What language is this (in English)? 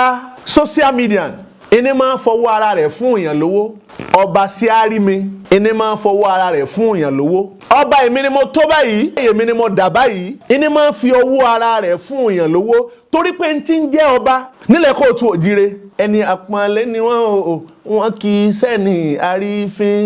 Yoruba